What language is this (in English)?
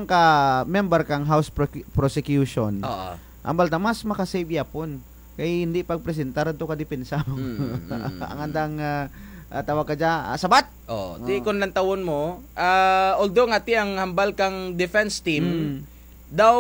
Kinaray-a